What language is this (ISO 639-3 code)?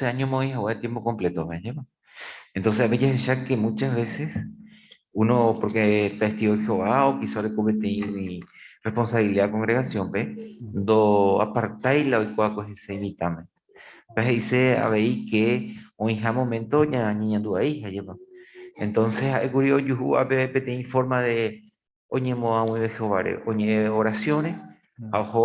grn